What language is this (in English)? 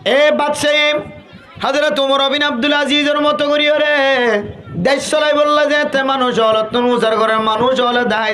Rohingya